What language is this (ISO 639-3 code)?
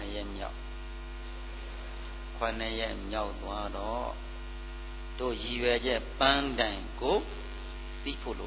mya